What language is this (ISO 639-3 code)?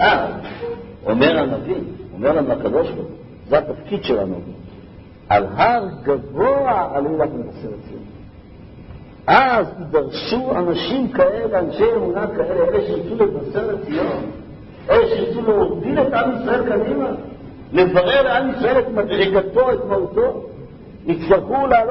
heb